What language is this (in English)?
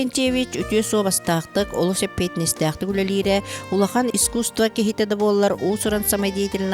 Yakut